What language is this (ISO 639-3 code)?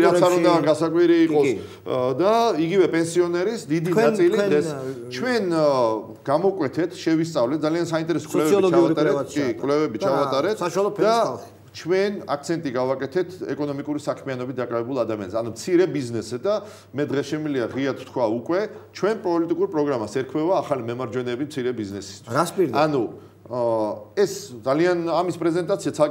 kat